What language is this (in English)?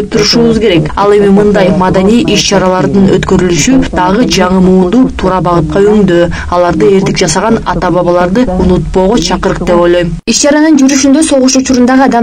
Kyrgyz